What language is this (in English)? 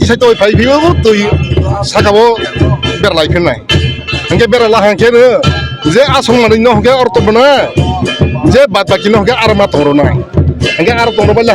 Kok Borok